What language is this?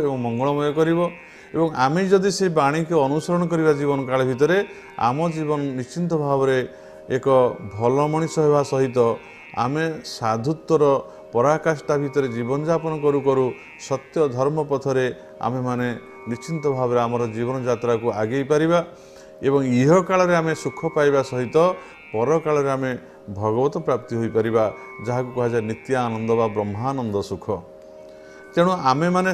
Odia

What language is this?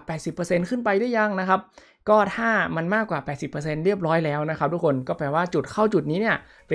Thai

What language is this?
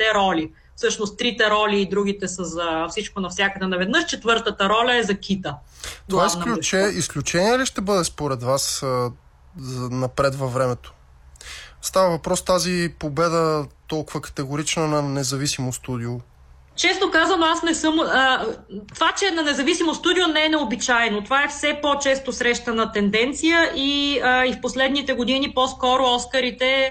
Bulgarian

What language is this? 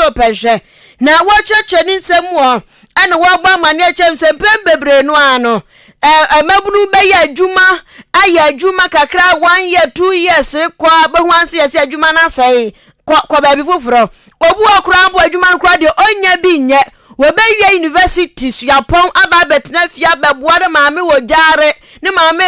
Akan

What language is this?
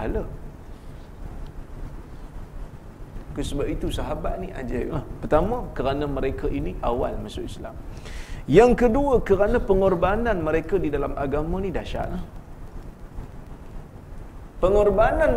Malay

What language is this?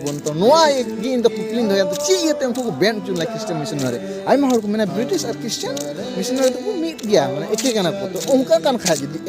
Santali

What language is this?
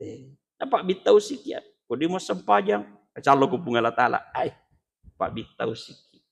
Buginese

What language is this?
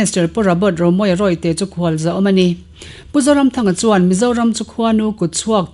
Mizo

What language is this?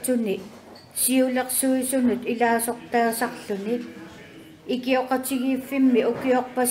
Kalaallisut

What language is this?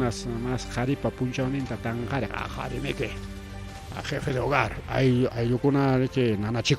Ayacucho Quechua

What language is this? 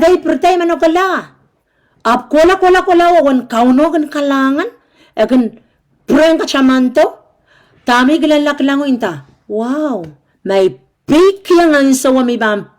Pohnpeian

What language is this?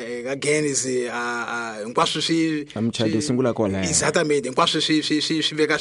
Tsonga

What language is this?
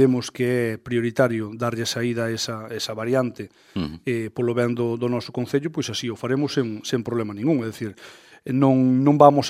Galician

